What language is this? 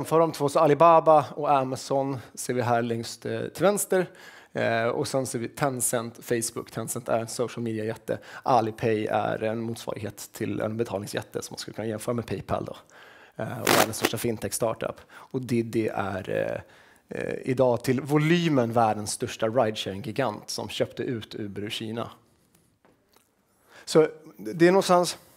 Swedish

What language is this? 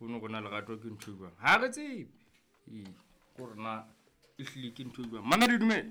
Southern Sotho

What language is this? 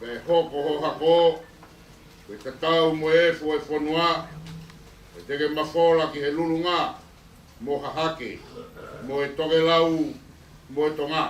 Tongan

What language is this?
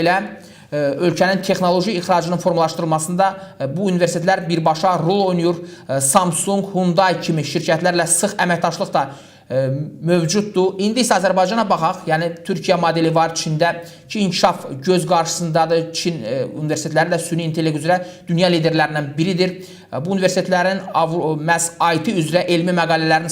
Azerbaijani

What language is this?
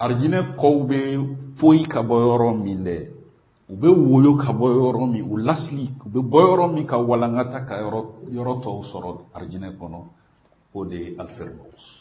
Bambara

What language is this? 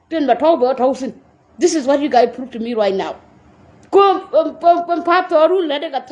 Nuer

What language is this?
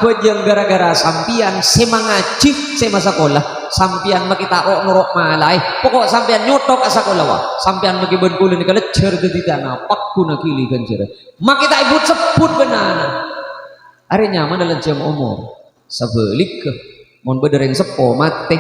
Madurese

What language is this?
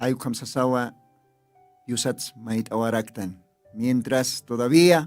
Aymara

